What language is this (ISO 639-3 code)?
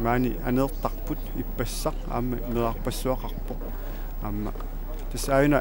kal